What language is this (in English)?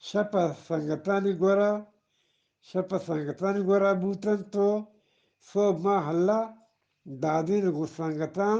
Eastern Balochi